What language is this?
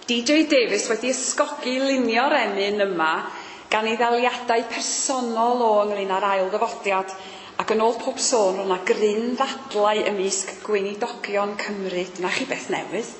Welsh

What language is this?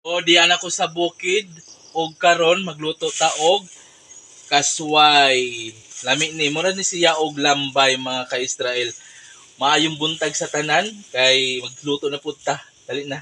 Cebuano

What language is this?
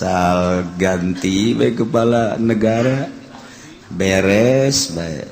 Sundanese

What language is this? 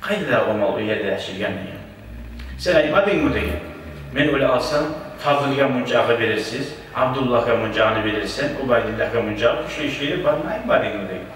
Kumyk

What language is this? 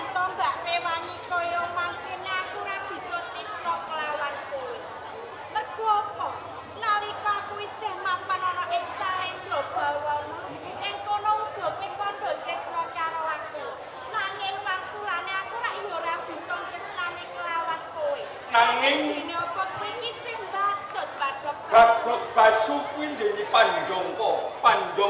Javanese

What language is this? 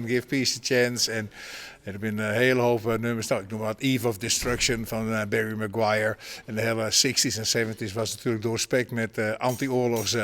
Western Frisian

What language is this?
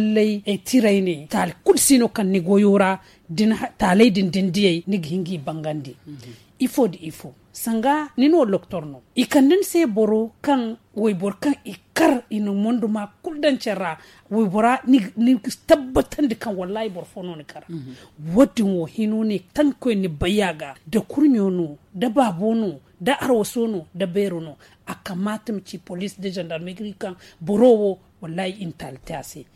Zarma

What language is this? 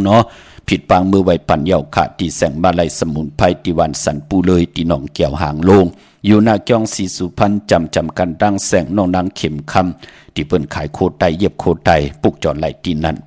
Shan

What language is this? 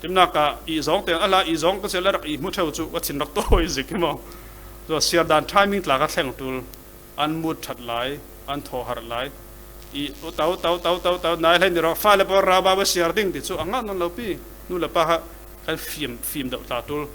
Falam Chin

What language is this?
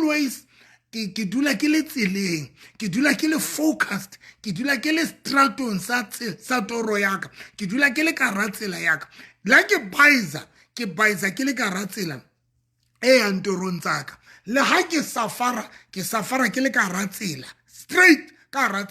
Southern Sotho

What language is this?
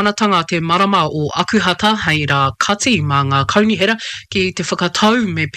Māori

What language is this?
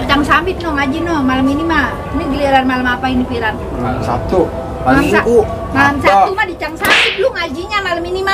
Betawi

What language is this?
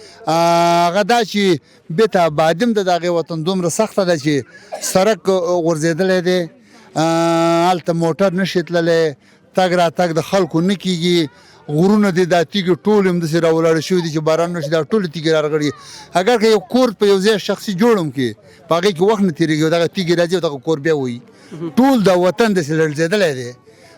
Pashto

